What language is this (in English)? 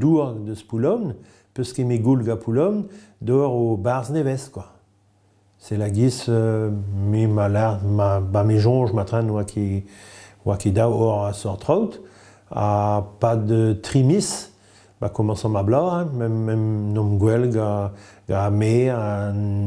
Breton